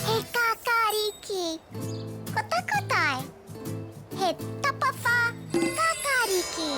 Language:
Māori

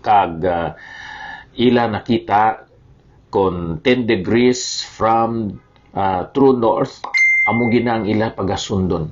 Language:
Hiligaynon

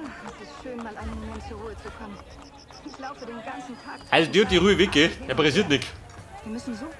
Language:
Bavarian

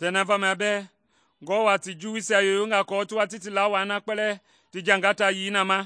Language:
Mende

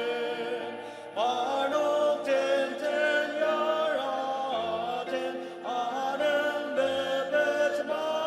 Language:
Ao Naga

